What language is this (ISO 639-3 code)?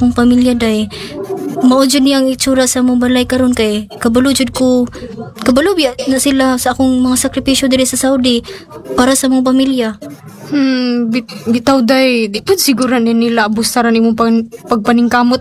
ceb